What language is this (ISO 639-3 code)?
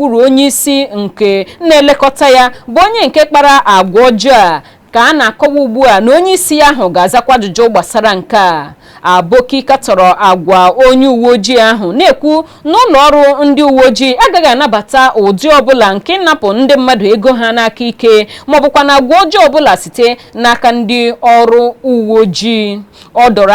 ibo